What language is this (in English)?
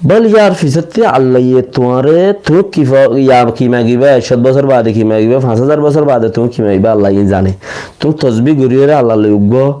Rohingya